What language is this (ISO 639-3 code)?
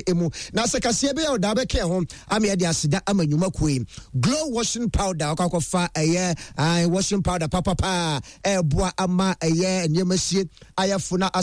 aka